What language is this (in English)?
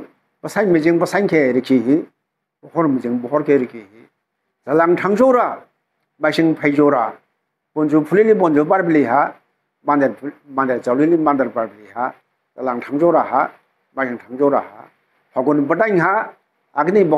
Dimasa